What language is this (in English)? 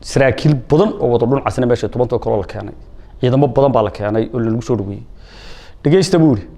Somali